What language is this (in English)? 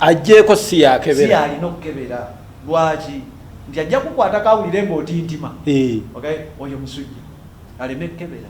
Ganda